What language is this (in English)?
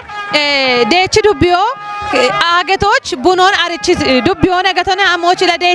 Kafa